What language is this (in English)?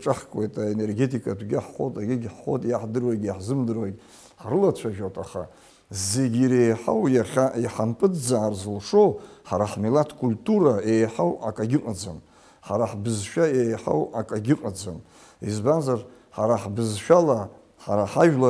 Abkhazian